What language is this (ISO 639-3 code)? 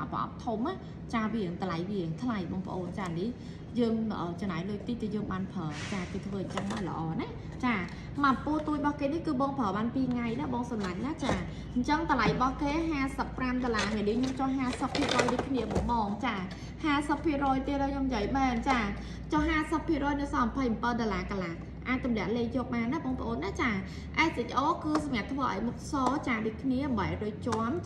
khm